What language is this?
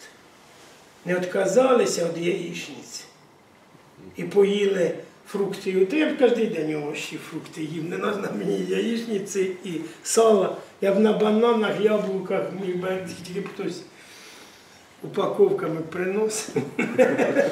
Ukrainian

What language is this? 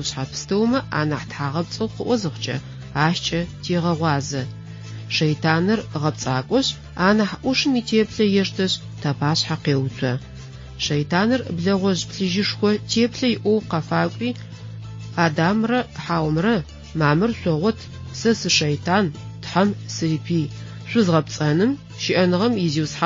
Adyghe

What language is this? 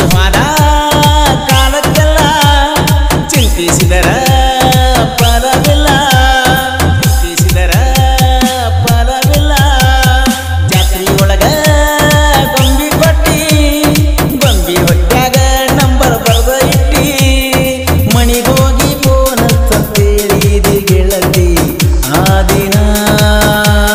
Kannada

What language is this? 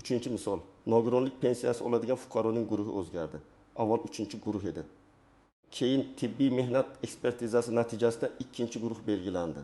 Uzbek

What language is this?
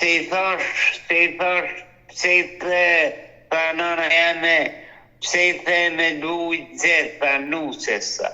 Albanian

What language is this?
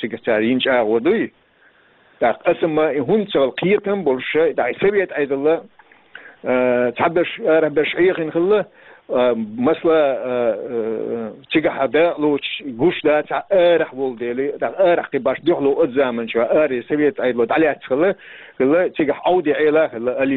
Chechen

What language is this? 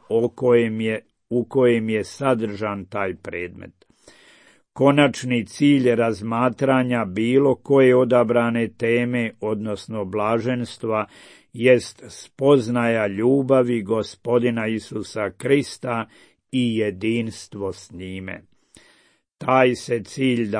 Croatian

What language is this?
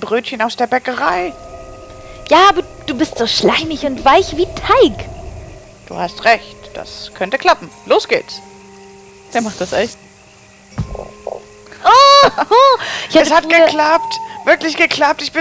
German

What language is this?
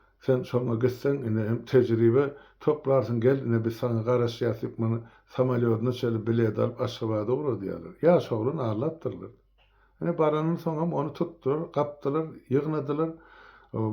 Turkmen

